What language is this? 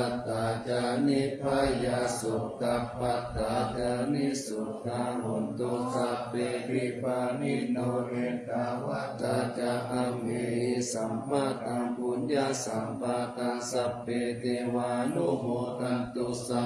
Pali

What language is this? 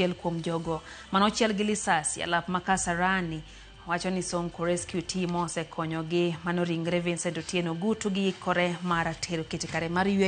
Luo (Kenya and Tanzania)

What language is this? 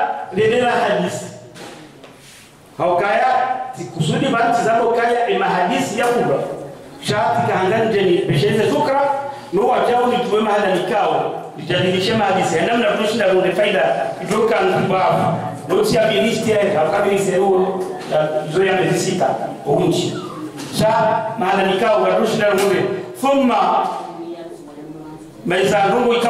Swahili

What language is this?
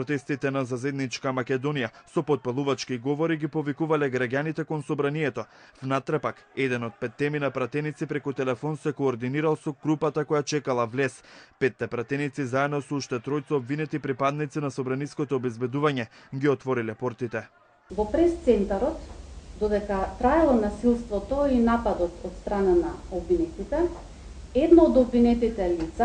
Macedonian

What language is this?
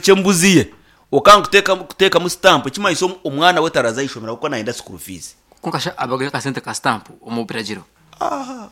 Nyankole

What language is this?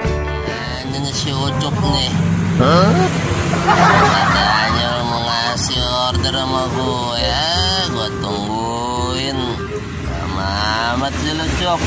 Betawi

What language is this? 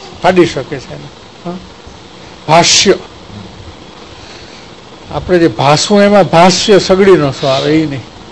Gujarati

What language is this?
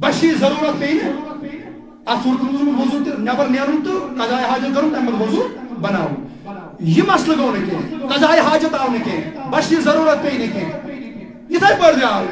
Kashmiri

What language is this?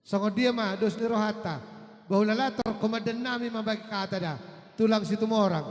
Batak Toba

